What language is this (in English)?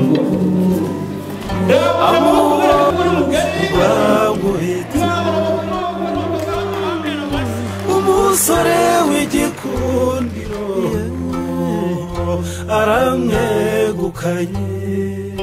Kinyarwanda